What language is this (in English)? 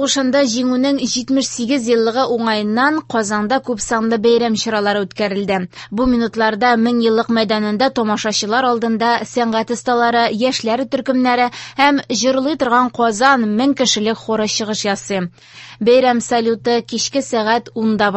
Tatar